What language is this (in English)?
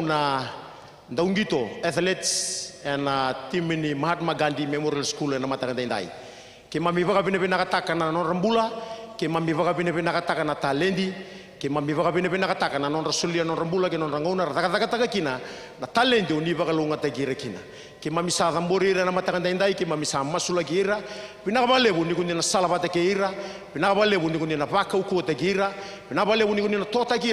Fijian